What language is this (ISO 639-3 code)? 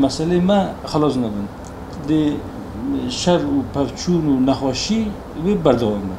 kur